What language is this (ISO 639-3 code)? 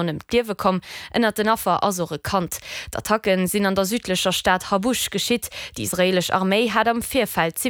ltz